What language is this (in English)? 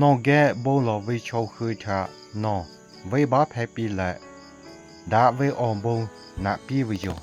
Lahu